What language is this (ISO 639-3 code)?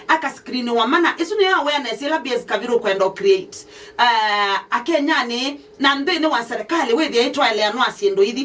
kam